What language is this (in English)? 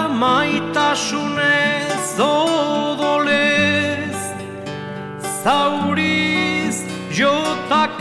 Basque